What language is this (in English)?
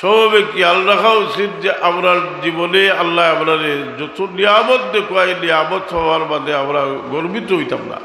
Sylheti